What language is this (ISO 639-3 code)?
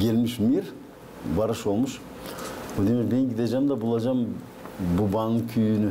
gag